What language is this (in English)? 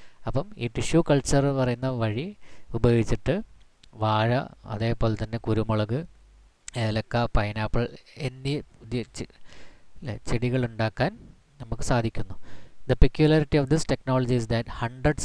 Malayalam